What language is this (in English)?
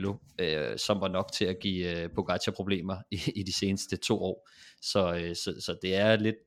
Danish